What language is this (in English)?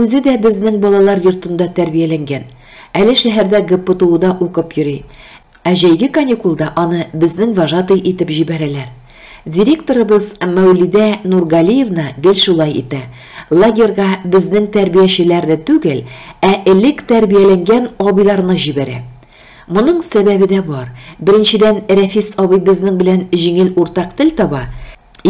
Tatar